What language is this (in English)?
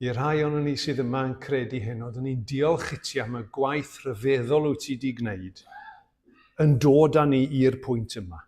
Welsh